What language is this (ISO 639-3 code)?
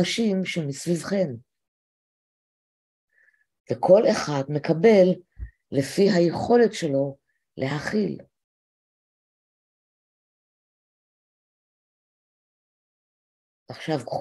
heb